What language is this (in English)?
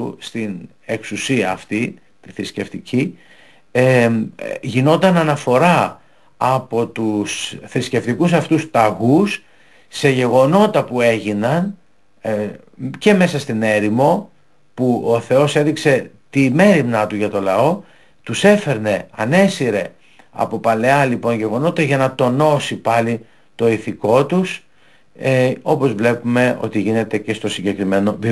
Greek